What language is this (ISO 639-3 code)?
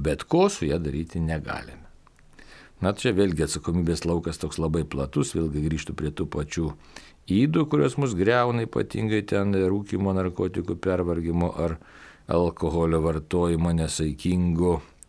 lit